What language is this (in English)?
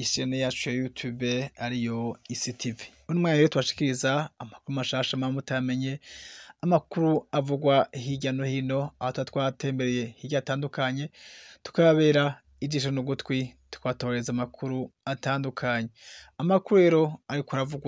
Rundi